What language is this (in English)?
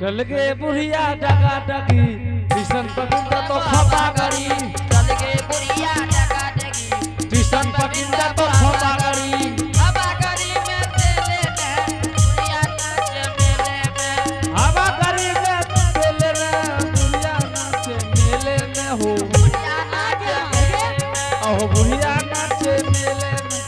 Angika